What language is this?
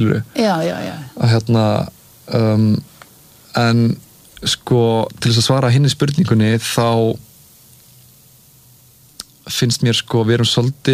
Icelandic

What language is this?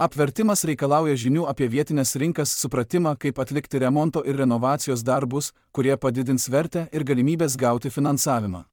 Lithuanian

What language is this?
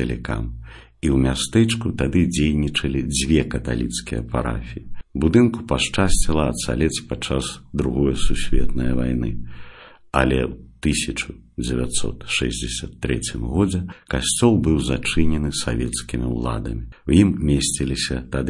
Belarusian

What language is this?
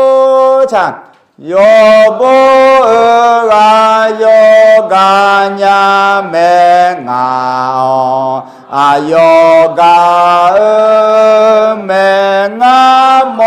Akha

